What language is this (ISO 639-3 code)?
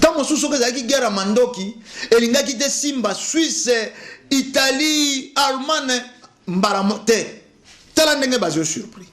lin